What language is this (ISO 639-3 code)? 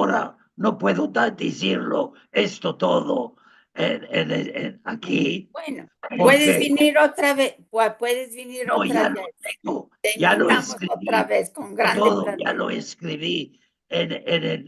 lad